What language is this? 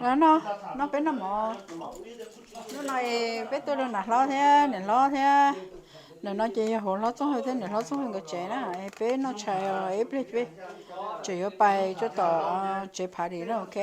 Hmong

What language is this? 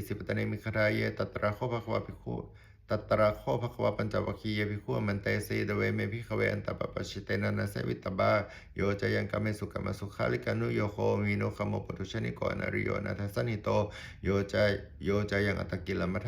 Pali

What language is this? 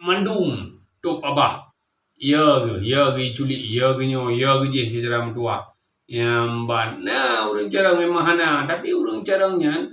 Achinese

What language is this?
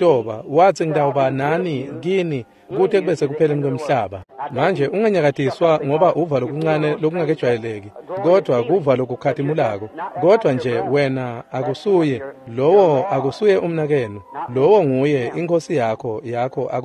Swati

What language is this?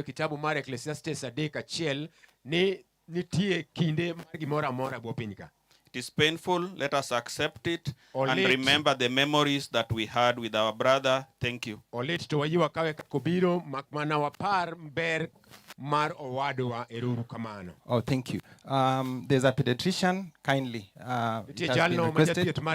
Luo (Kenya and Tanzania)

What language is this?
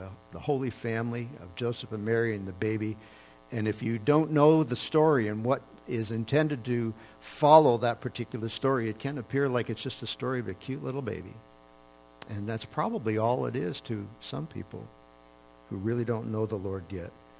English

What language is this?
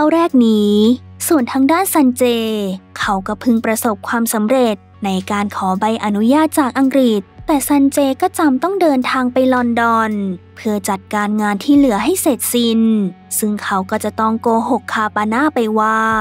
Thai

